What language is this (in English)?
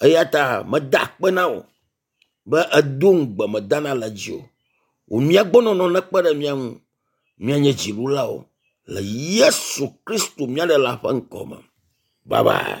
Ewe